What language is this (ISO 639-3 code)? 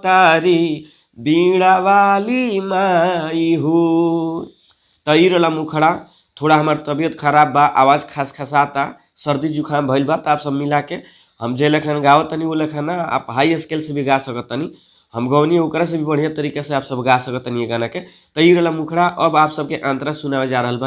bho